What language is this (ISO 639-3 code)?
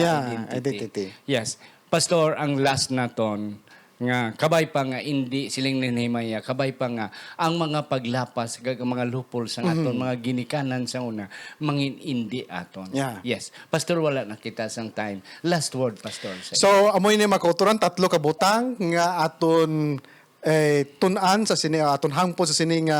hil